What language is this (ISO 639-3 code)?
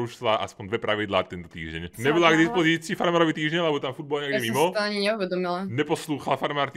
slk